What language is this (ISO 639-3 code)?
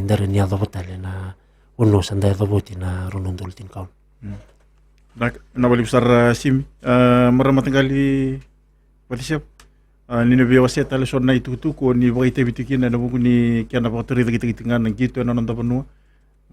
fij